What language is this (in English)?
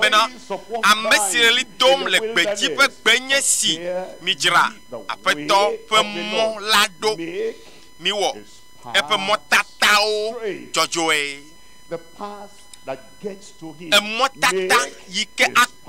Ewe